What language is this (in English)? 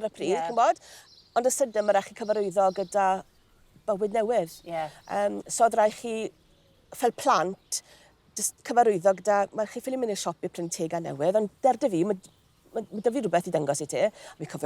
Welsh